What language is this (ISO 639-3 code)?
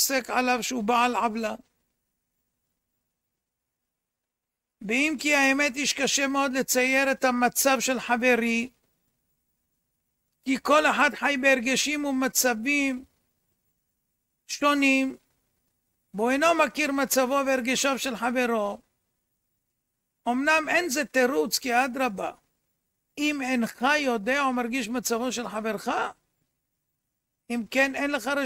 heb